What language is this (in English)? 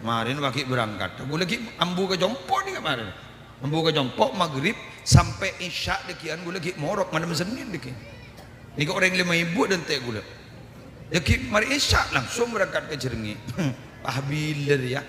Madurese